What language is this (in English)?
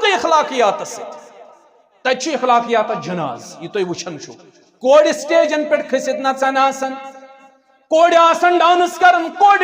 Kashmiri